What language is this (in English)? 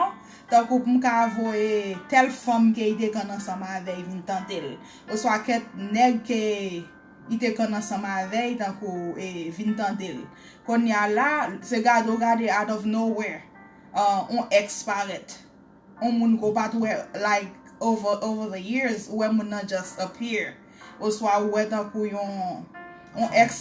Haitian Creole